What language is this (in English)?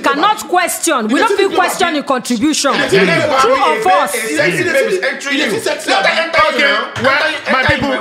Nigerian Pidgin